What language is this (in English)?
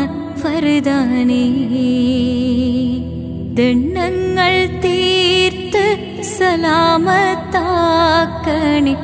Malayalam